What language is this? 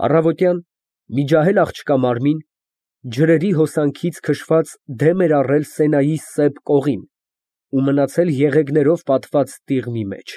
Armenian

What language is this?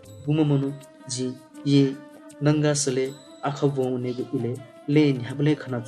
Newari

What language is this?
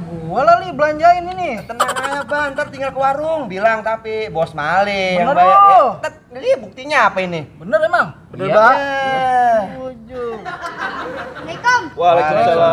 Betawi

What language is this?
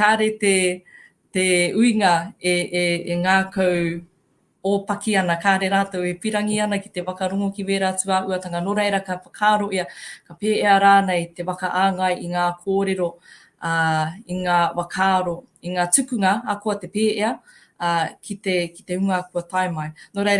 Māori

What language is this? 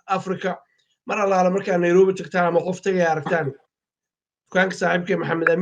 Somali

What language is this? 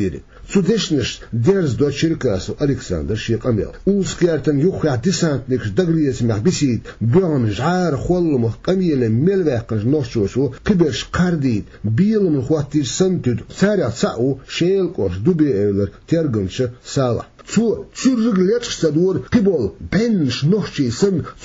Chechen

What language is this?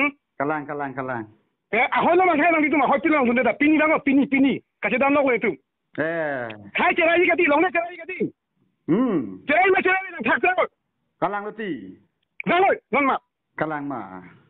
Karbi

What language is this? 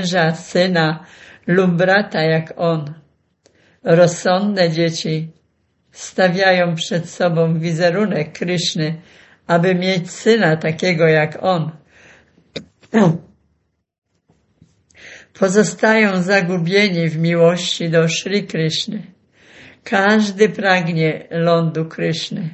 Polish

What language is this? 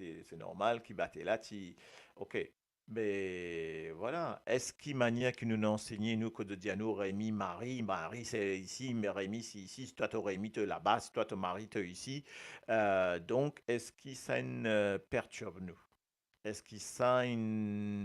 Morisyen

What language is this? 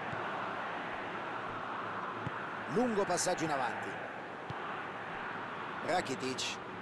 Italian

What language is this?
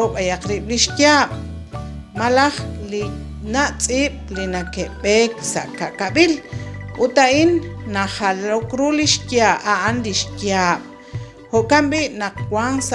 Kekchí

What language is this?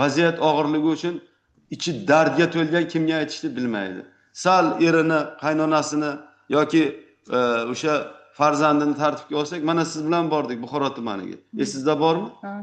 Uzbek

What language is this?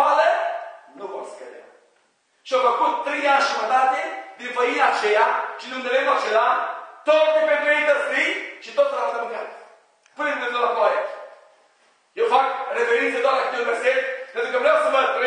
Romanian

